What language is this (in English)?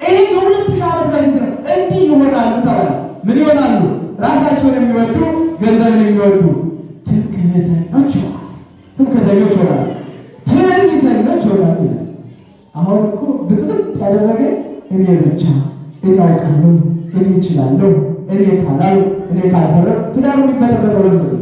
Amharic